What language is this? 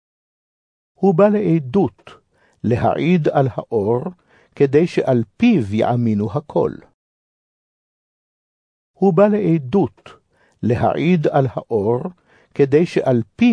Hebrew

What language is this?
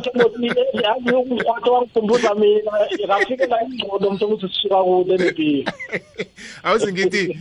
South Ndebele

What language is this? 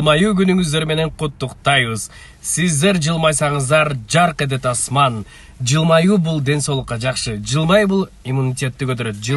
Kyrgyz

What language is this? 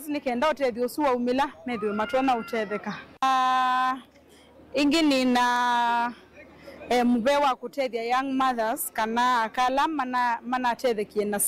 Kamba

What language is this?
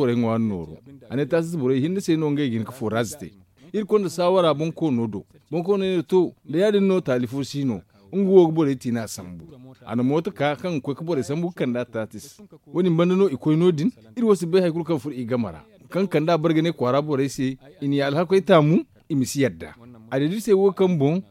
Zarma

